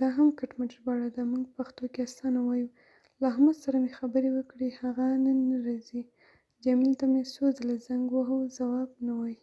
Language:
Pashto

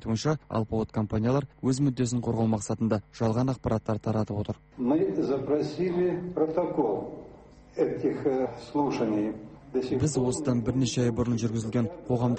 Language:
Kazakh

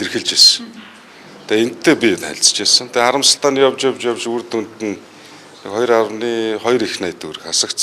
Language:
Mongolian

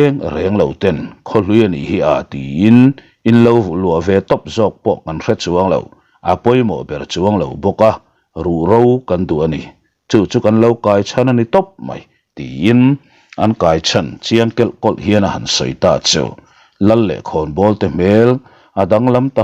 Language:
Mizo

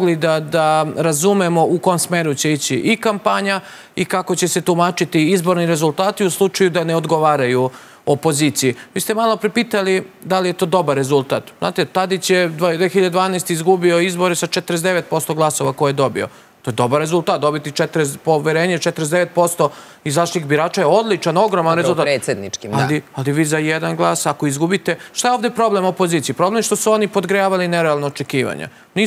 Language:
Serbian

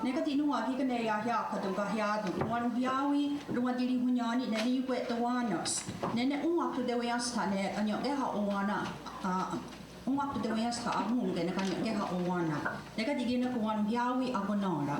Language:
Mohawk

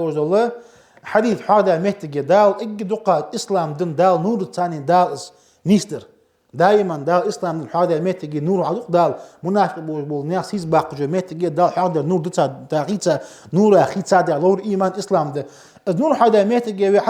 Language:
Ingush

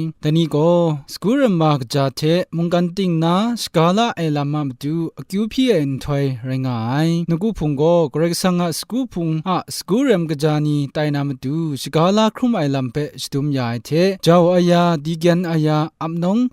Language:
Kachin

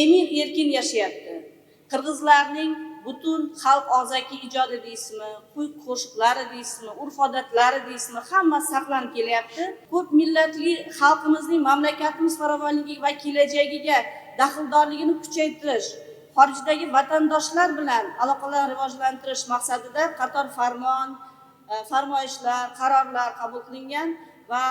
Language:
Uzbek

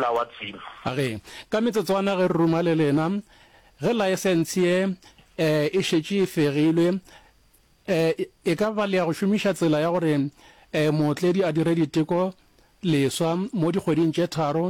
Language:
Northern Sotho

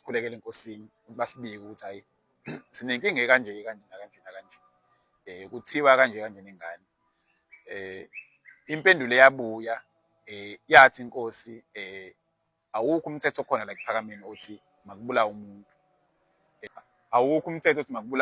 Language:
Zulu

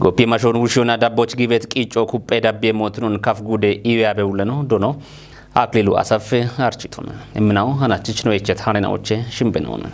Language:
Kafa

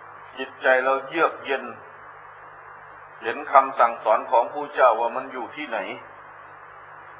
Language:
Thai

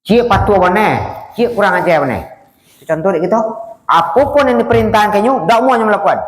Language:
Minangkabau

